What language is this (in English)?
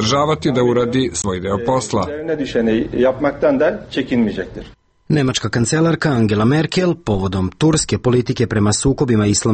Serbian